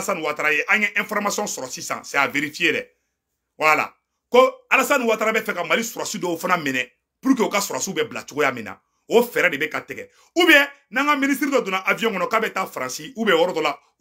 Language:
Bambara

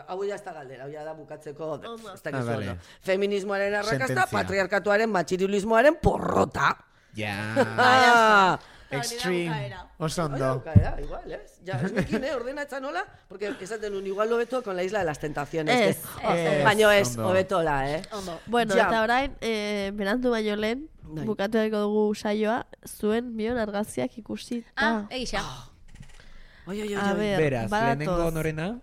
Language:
Basque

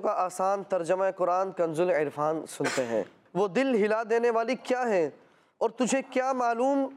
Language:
Urdu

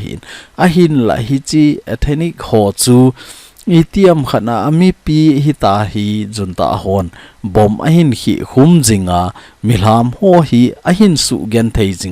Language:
Thado Chin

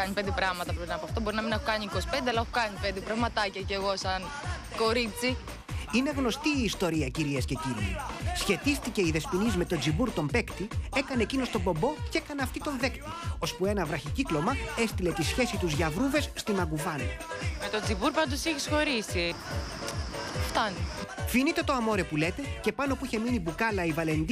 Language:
Greek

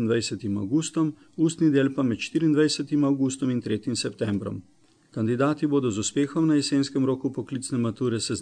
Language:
Slovenian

